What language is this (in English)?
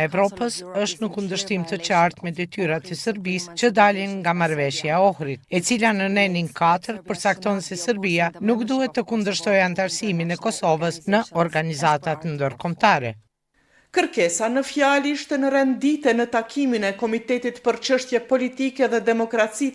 Albanian